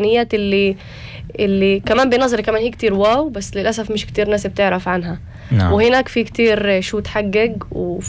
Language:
North Levantine Arabic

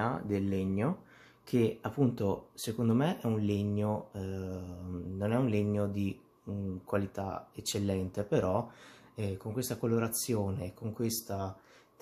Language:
Italian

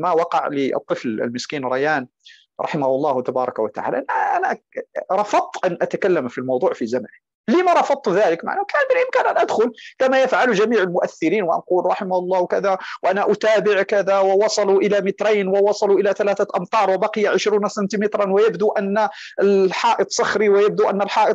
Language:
Arabic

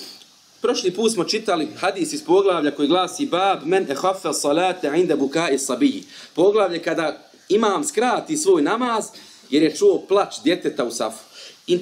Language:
Bosnian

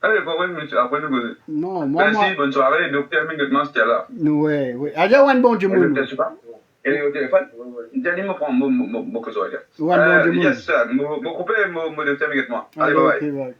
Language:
Morisyen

